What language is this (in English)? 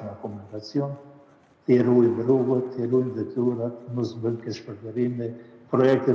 Albanian